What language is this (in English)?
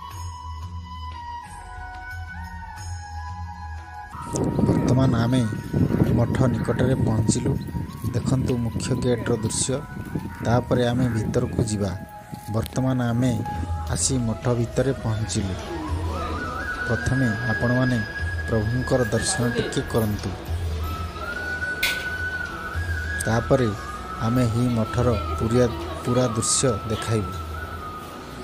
Odia